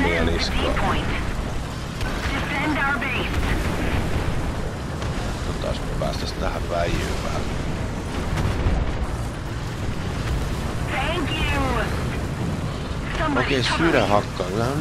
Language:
Finnish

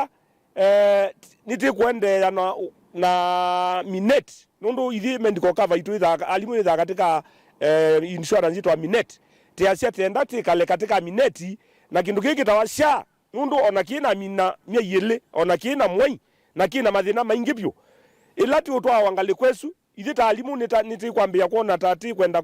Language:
Kamba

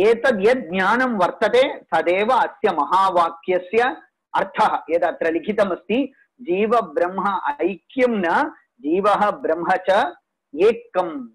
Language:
Sanskrit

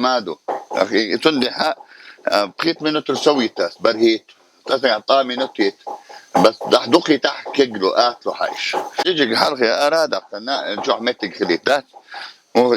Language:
Chechen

